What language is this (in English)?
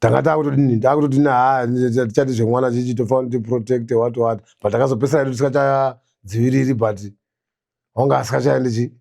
Shona